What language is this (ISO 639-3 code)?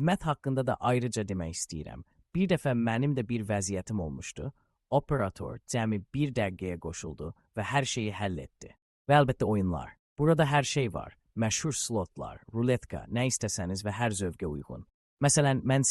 aze